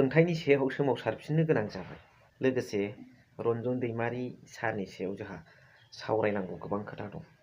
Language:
Bodo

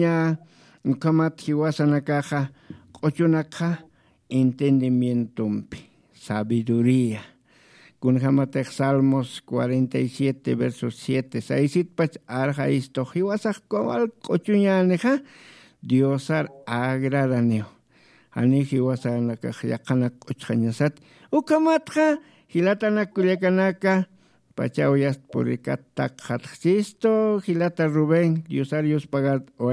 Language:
Aymara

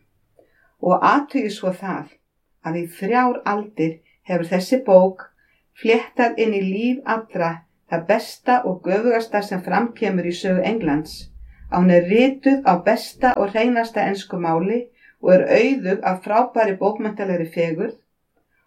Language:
Icelandic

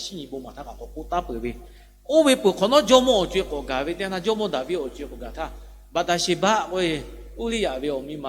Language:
Lahu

